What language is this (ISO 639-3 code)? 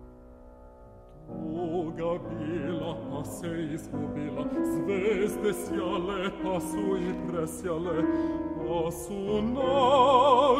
srp